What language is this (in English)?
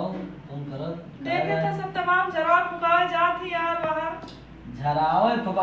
Awadhi